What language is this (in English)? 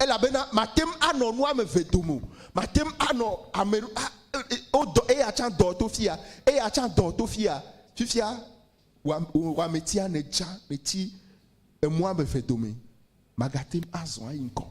Ewe